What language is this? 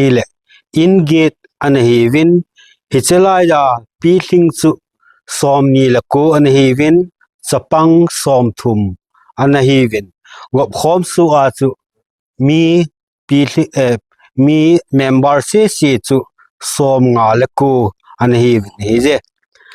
Thado Chin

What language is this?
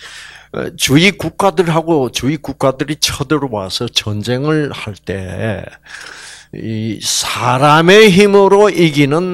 Korean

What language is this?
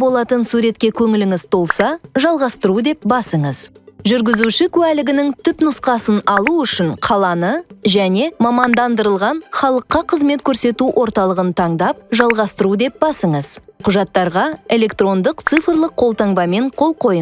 Kazakh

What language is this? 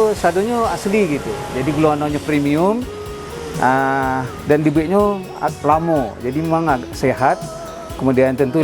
Minangkabau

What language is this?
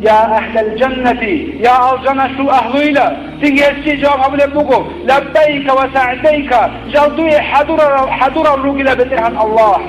Avaric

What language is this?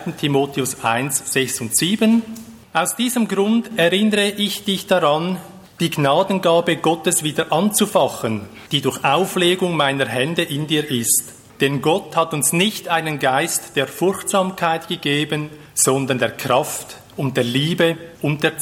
German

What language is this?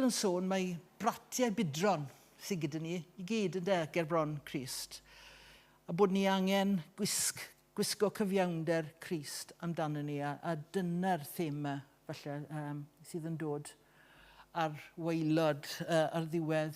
Welsh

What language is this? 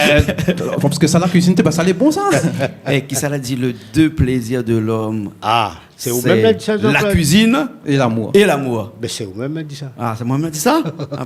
Réunion Creole French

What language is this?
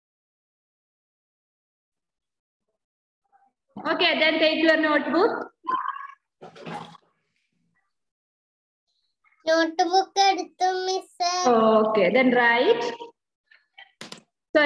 Malayalam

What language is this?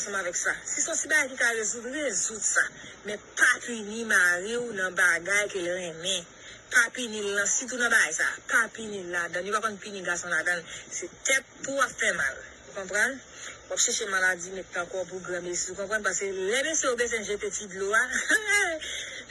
Haitian Creole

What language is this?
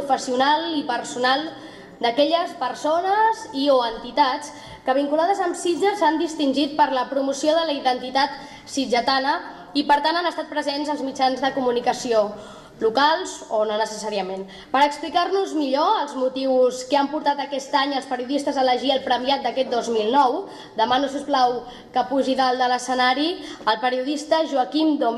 Catalan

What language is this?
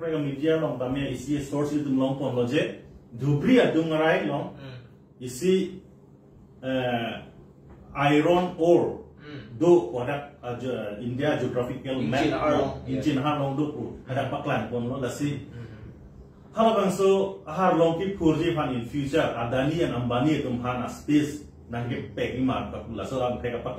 Karbi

